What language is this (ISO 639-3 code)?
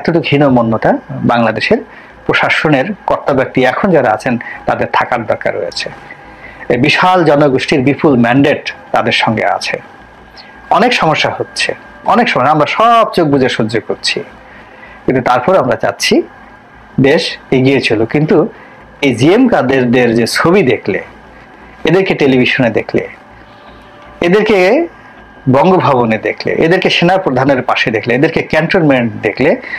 ben